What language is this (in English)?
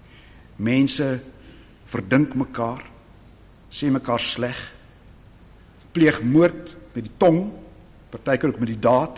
Afrikaans